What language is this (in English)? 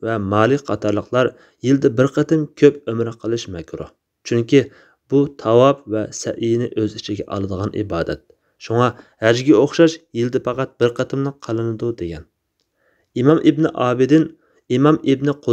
Uyghur